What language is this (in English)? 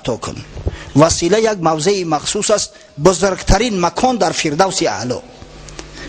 Tajik